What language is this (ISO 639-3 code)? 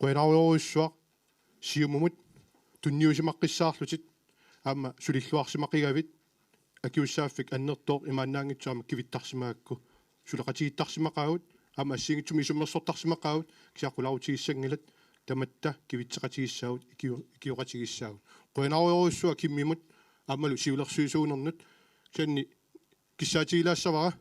kal